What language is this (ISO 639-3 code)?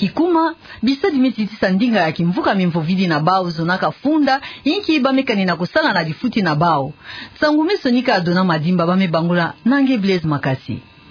ktu